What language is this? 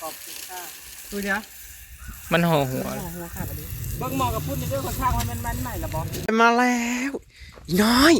Northeastern Thai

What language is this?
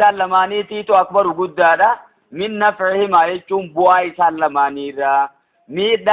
Oromo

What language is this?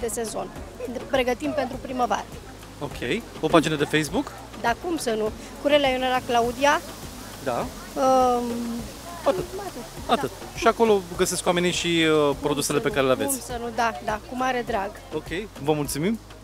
Romanian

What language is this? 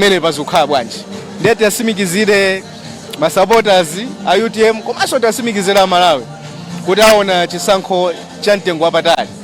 Nyanja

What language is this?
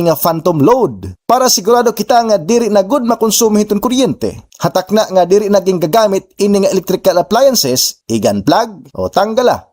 Waray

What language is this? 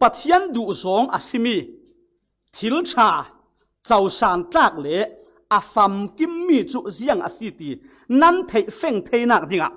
Falam Chin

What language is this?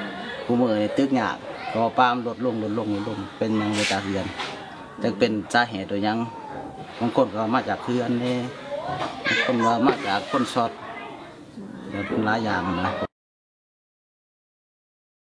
Thai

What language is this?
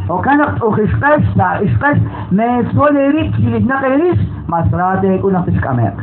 Kekchí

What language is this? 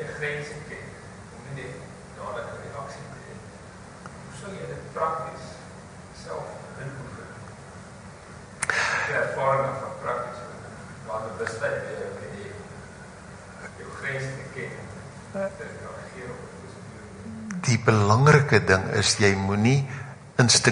Afrikaans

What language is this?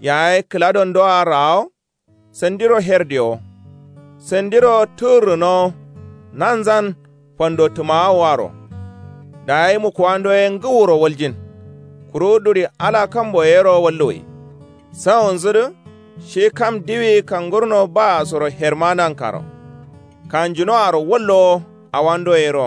Kanuri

